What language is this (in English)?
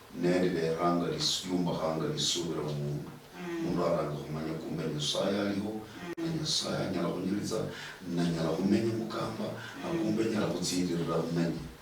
Luyia